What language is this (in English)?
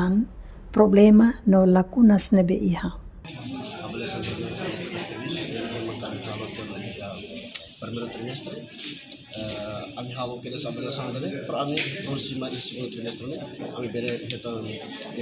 Tetum